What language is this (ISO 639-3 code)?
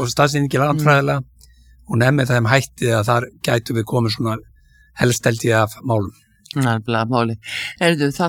isl